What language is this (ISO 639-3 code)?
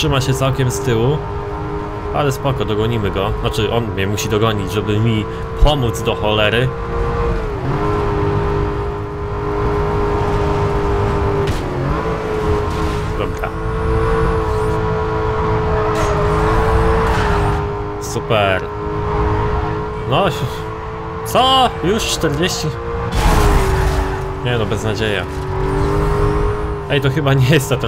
pol